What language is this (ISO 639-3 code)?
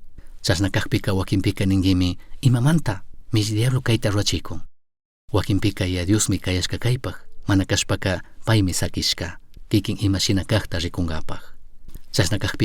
qug